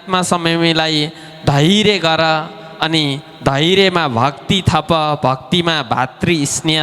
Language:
Nepali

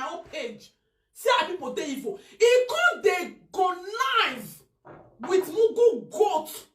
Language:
Nigerian Pidgin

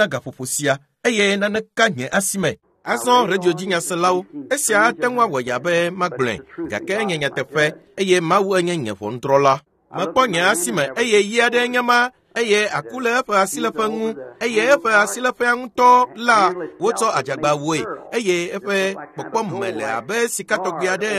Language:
Ewe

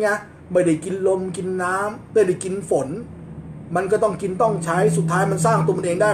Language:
Thai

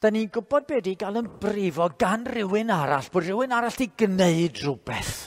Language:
Welsh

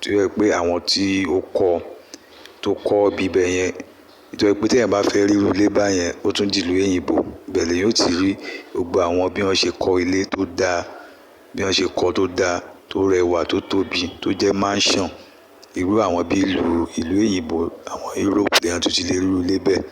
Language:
Yoruba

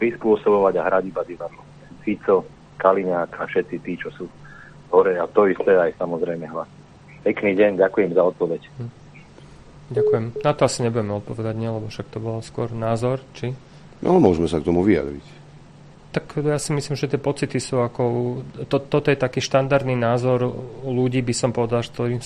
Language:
Slovak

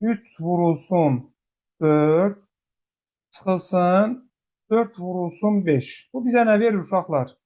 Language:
Azerbaijani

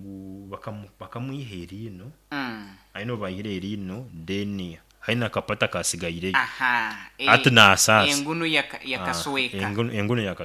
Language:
Nyankole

